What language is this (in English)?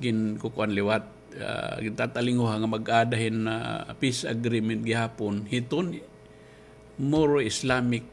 Waray